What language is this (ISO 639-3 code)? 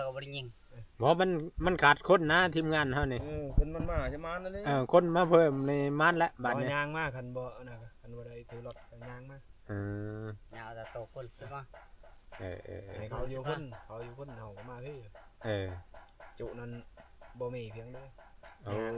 tts